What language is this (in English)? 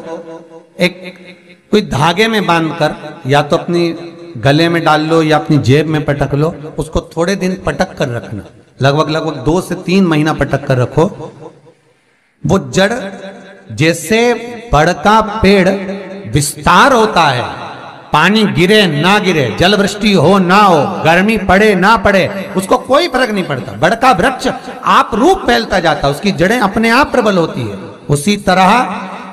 Hindi